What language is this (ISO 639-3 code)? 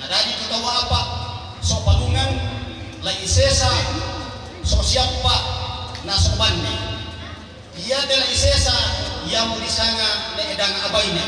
sda